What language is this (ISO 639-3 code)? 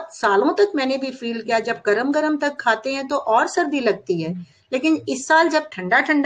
hin